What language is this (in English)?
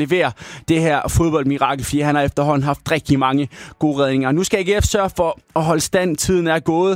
Danish